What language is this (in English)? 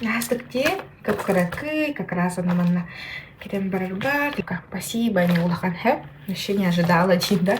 Yakut